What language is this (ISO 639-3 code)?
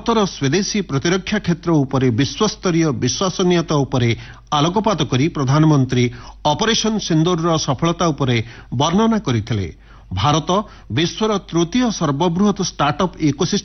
ori